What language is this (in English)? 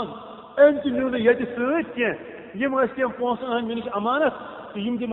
Kashmiri